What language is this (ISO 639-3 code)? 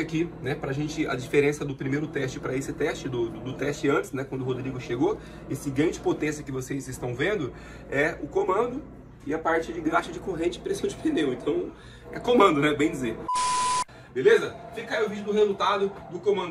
por